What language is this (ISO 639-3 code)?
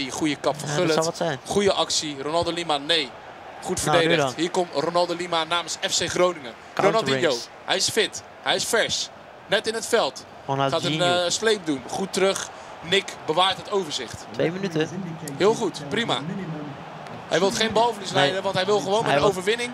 nld